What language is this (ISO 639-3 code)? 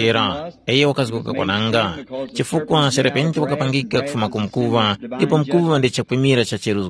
tum